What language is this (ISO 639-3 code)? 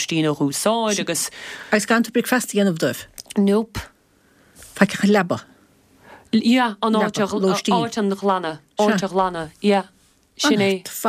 gle